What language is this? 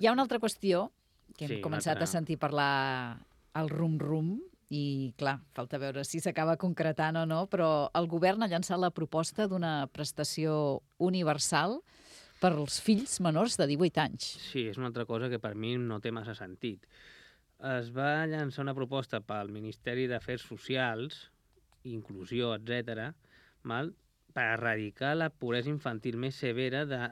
Catalan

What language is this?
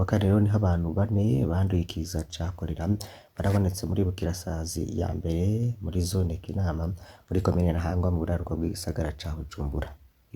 Rundi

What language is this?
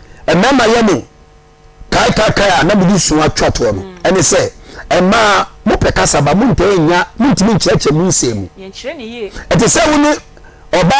Akan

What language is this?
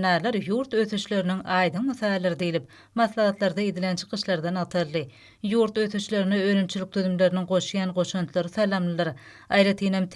Turkmen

